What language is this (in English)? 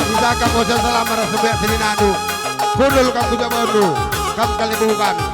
Batak Karo